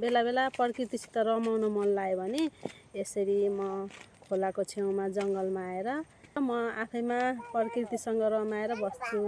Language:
Nepali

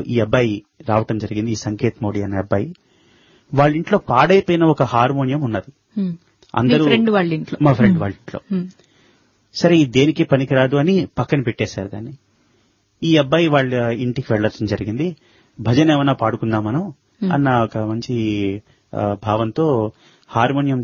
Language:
Telugu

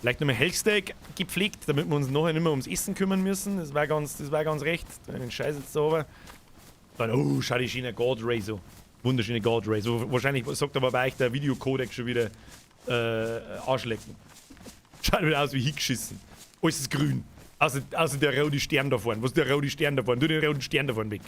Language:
Bavarian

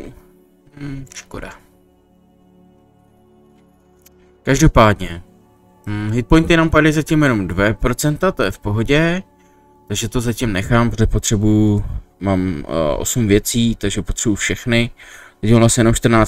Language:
Czech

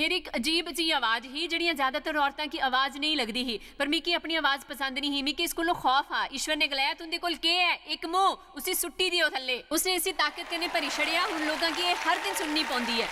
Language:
Dogri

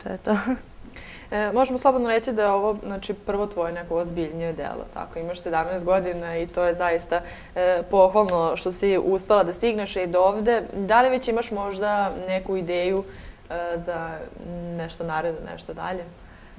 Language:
Serbian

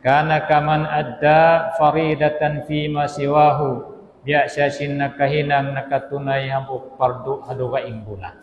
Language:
Tausug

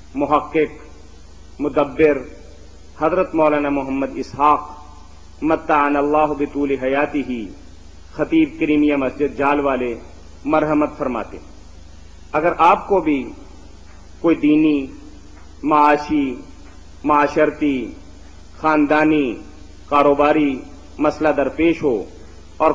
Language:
Urdu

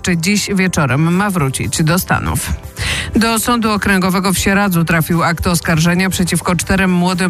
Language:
Polish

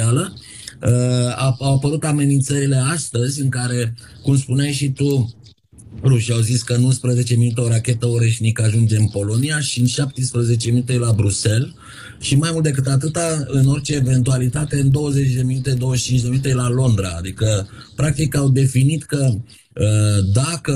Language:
Romanian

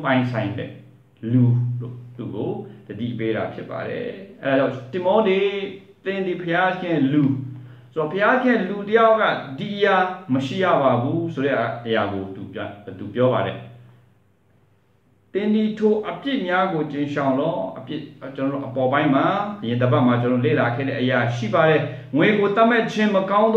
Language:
Burmese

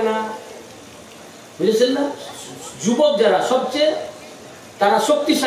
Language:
Bangla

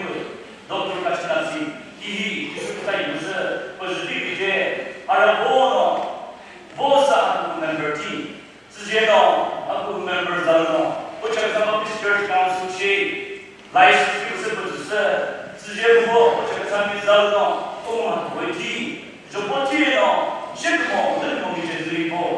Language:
Chokri Naga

